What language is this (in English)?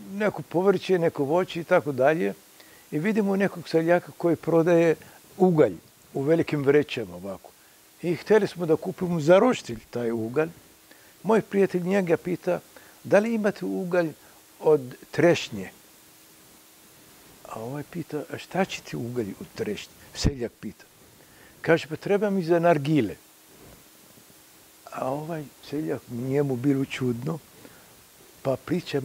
Serbian